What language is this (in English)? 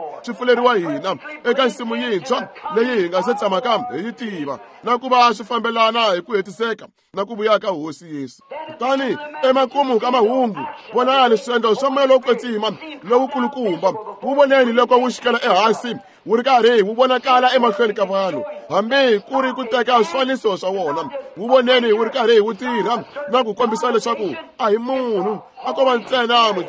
Tsonga